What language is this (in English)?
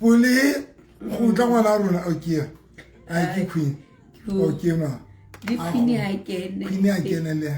Southern Sotho